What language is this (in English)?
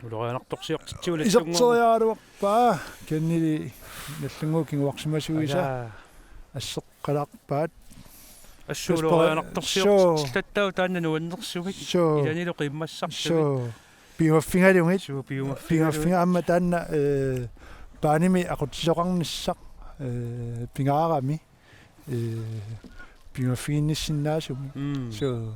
Kalaallisut